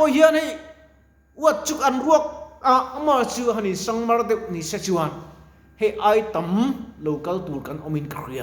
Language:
Mizo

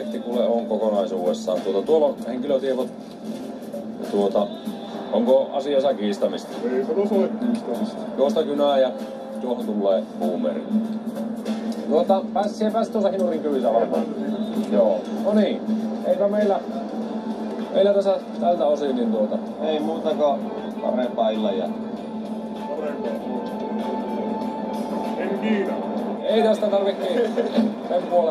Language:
Finnish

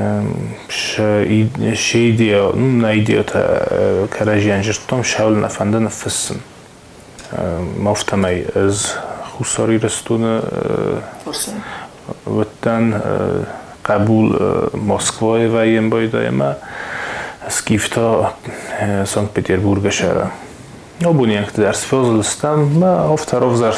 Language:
Ossetic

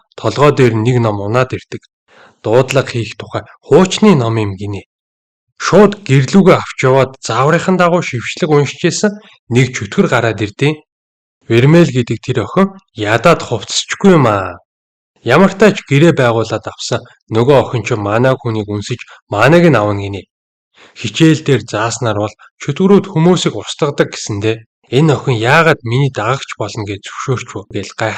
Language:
Mongolian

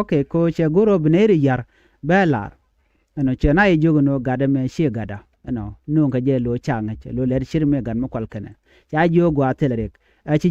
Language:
Nuer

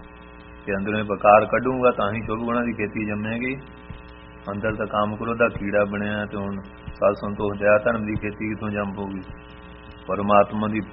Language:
Punjabi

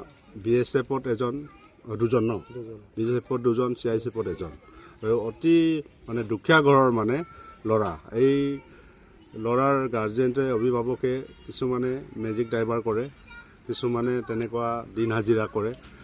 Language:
Assamese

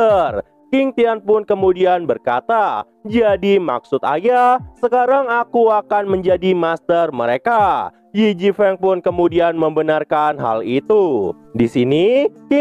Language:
Indonesian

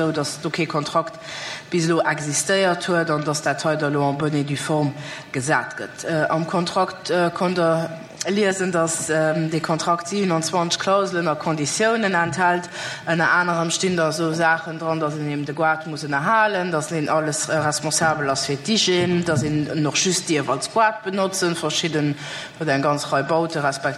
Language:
Luxembourgish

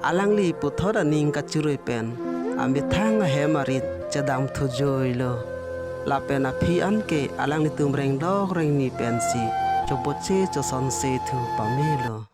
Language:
Karbi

